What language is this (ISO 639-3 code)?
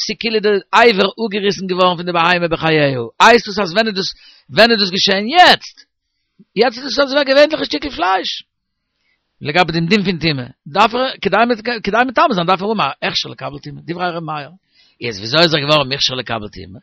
yid